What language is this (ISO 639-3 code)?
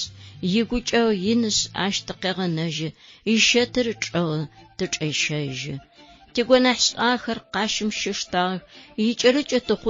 ady